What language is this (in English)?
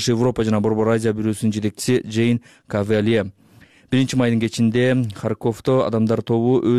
Kyrgyz